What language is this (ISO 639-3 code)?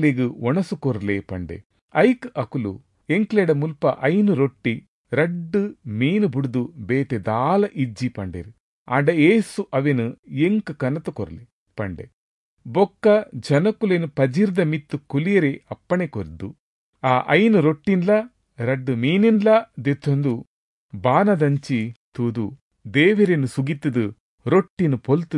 tcy